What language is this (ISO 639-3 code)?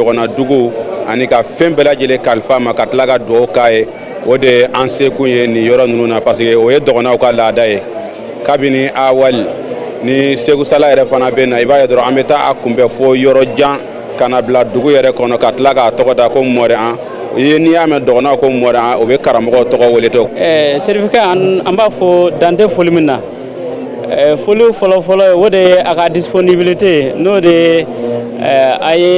bam